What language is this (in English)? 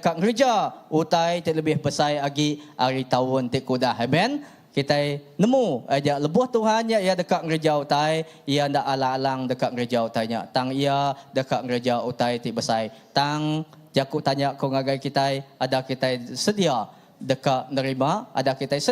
Iban